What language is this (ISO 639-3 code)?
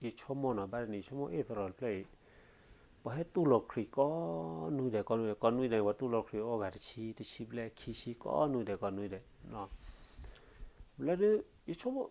ksw